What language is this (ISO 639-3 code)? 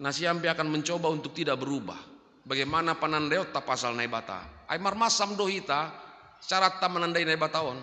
bts